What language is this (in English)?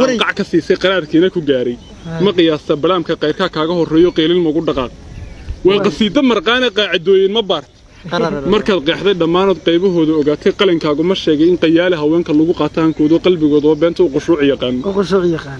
Somali